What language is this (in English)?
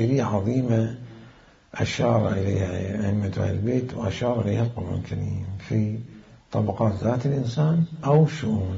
Mesopotamian Arabic